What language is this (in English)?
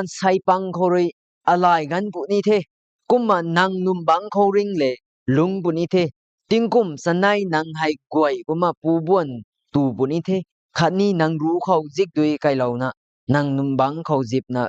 Rongmei Naga